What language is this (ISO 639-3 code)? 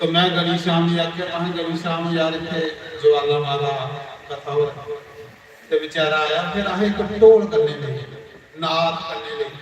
doi